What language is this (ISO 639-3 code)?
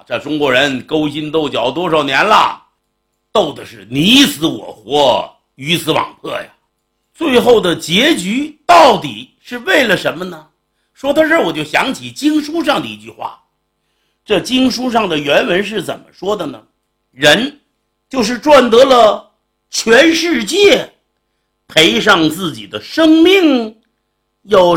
zho